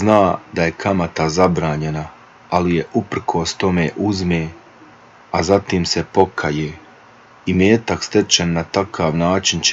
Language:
Bosnian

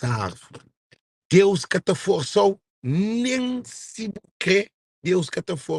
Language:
Kabuverdianu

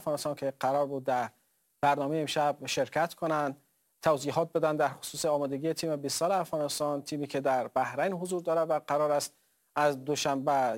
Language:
Persian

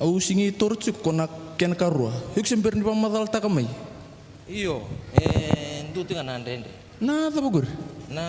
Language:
Fijian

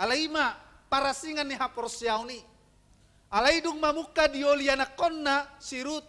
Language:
Batak Toba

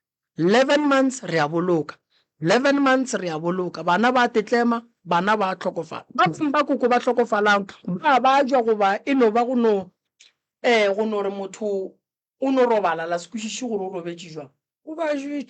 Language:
Northern Sotho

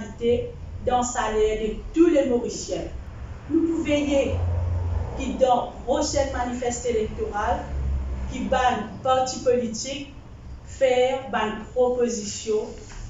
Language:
Morisyen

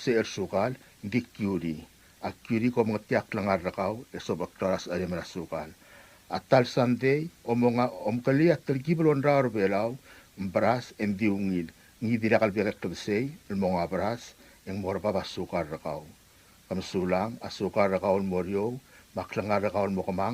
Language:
Palauan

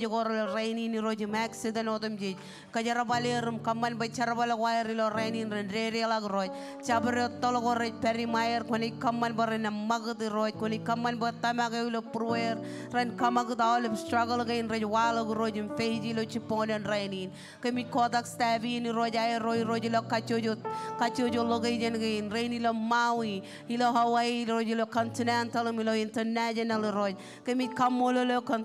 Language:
Marshallese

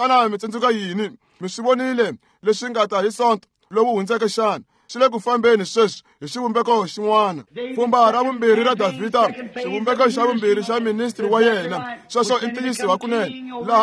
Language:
Tsonga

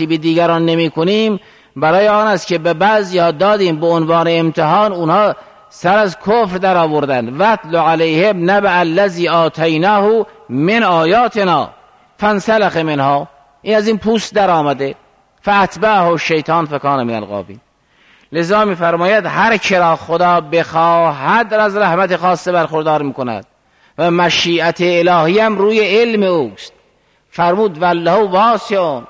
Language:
Persian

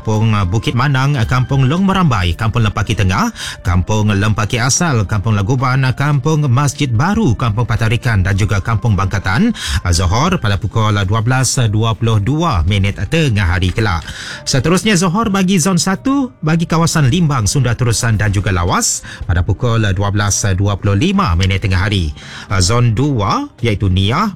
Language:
Malay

